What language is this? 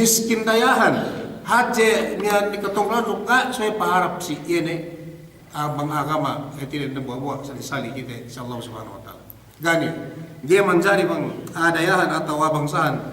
Yakan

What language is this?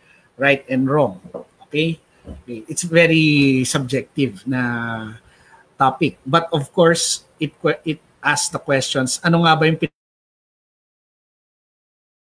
Filipino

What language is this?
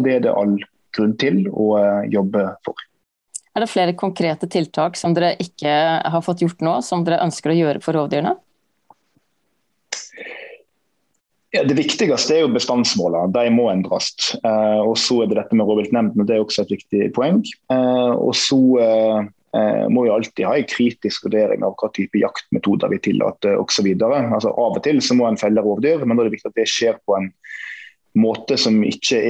Norwegian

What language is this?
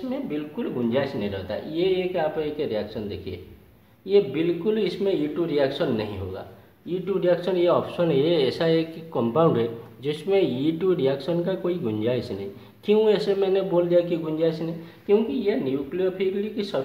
Hindi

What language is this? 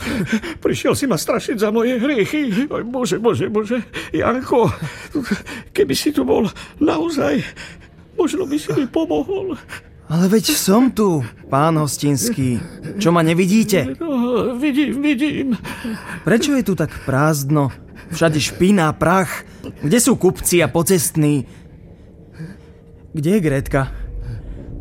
Slovak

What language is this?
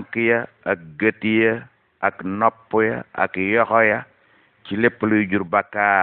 Wolof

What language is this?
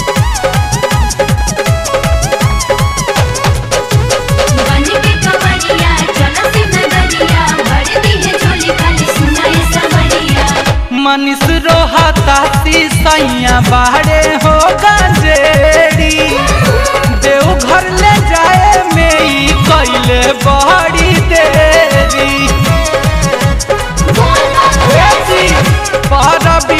Bhojpuri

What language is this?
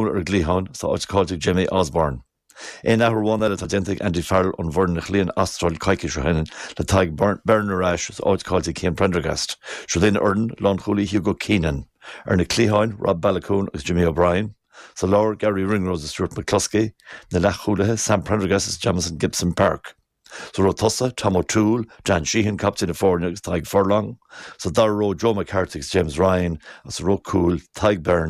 Irish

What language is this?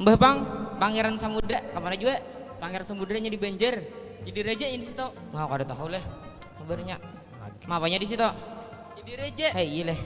Banjar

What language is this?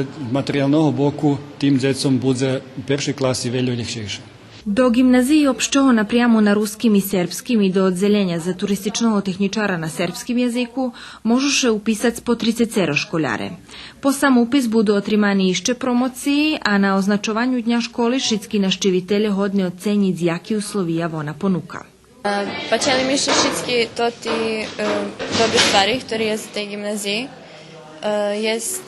Rusyn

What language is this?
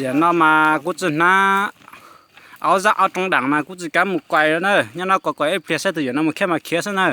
Hmong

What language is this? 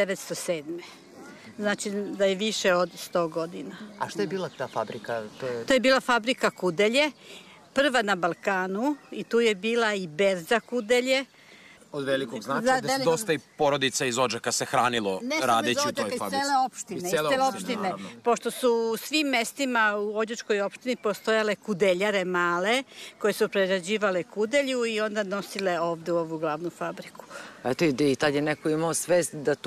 Serbian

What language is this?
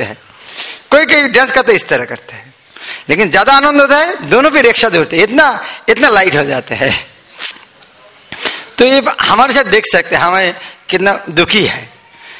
Hindi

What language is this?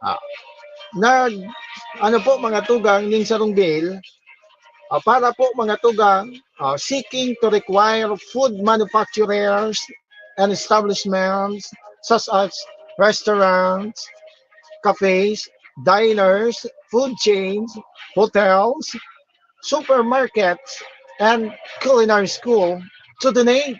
Bikol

